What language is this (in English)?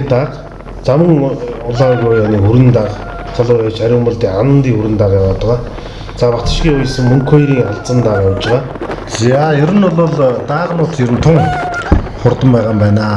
Mongolian